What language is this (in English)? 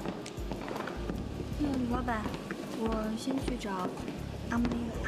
Chinese